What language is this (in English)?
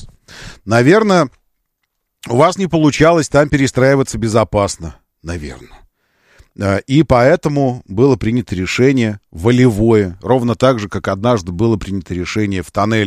Russian